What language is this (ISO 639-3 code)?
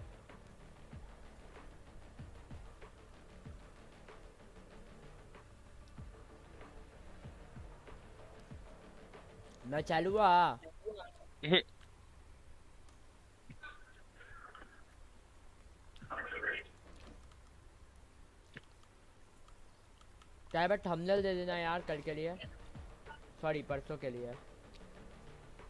hin